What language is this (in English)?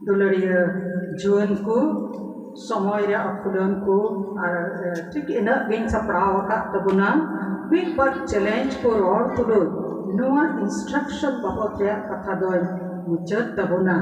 Santali